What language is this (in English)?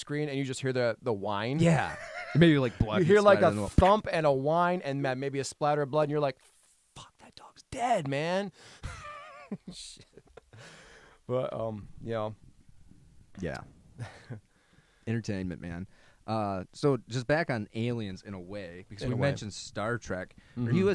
English